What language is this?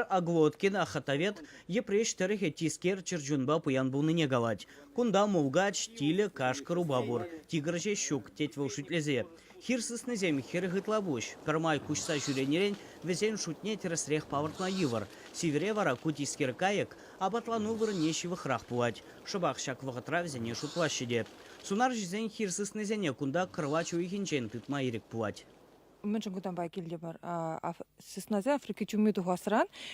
Chuvash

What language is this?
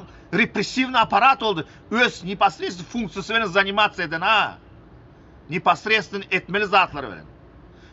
Turkmen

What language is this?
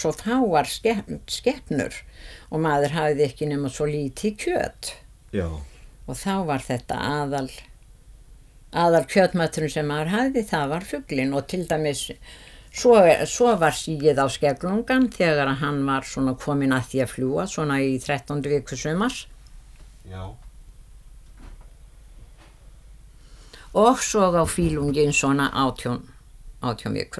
Icelandic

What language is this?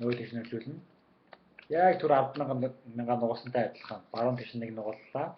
Mongolian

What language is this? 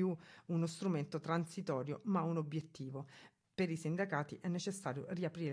Italian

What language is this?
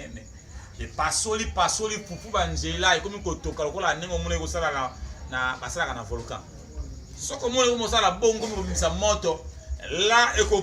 Lingala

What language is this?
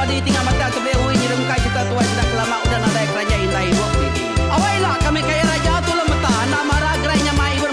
Iban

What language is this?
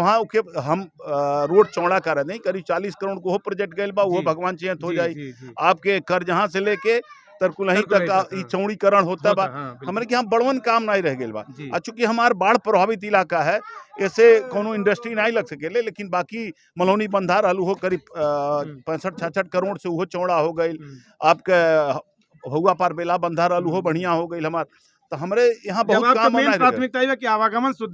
Bhojpuri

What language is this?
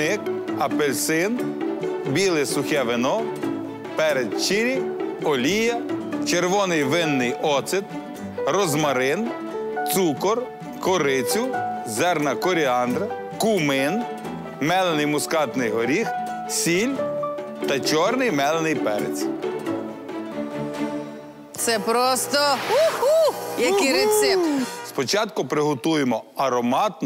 Ukrainian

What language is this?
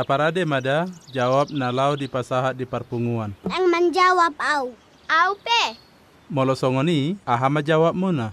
Batak Toba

